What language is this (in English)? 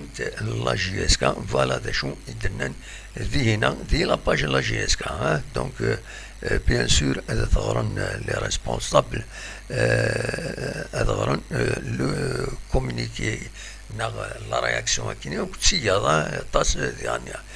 Kabyle